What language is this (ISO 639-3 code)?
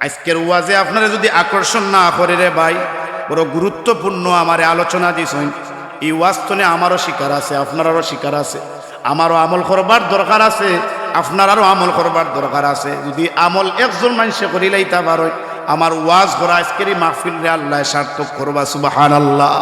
syl